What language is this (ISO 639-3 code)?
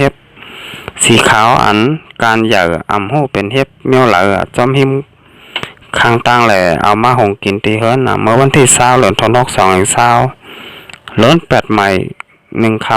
shn